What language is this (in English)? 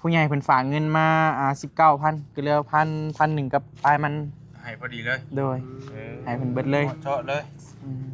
Northeastern Thai